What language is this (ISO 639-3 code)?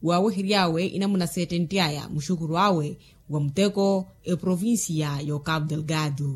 vmw